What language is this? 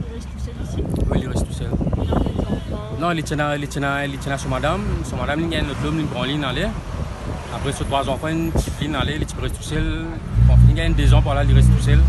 Morisyen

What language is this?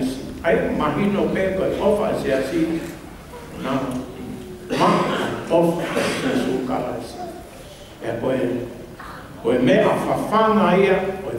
Tongan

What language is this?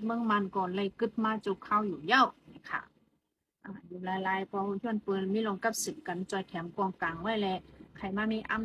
Shan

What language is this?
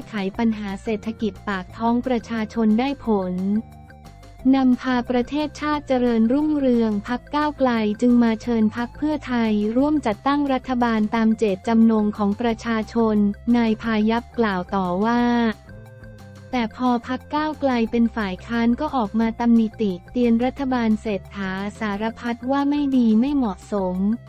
Thai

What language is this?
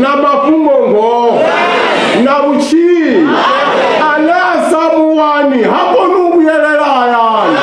Venda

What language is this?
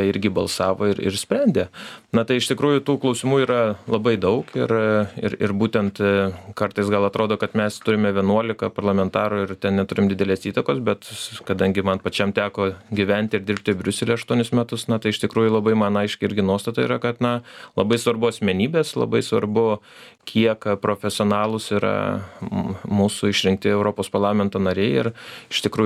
Lithuanian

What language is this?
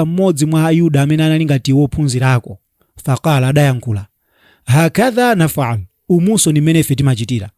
Nyanja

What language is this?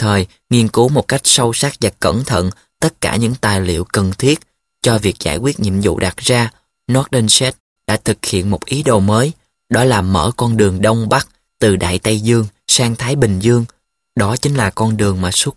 Vietnamese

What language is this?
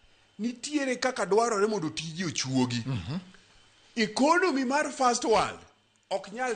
Luo (Kenya and Tanzania)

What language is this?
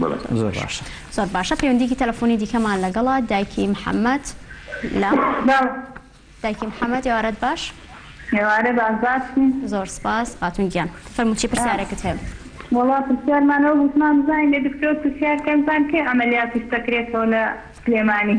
Central Kurdish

